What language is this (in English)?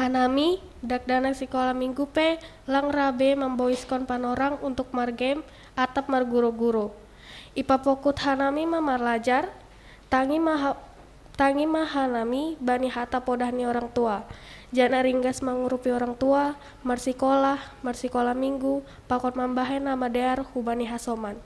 Batak Simalungun